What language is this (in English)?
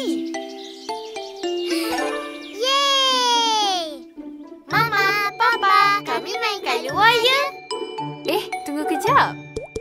Malay